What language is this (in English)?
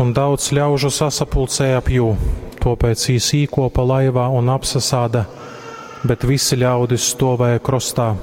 Latgalian